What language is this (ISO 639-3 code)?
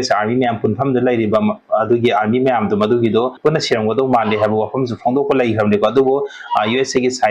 mni